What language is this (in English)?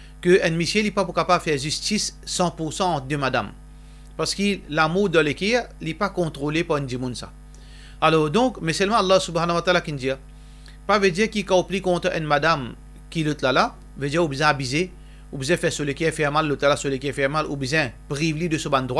Morisyen